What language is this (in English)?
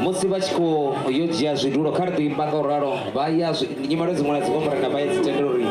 Venda